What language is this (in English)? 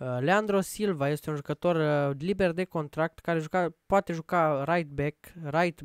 Romanian